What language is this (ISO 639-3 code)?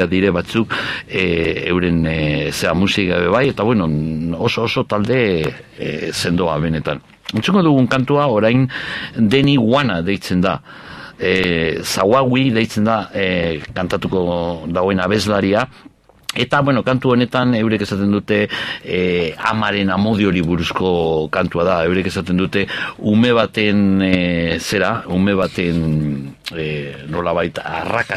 eus